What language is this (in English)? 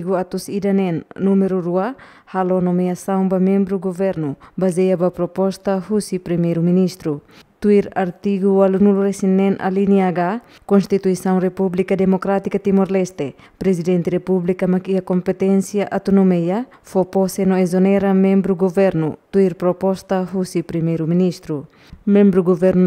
Tetum